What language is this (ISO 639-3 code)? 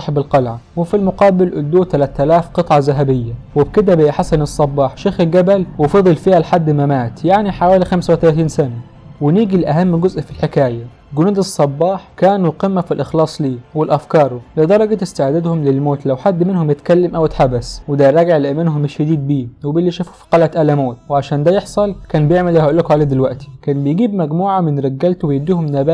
arz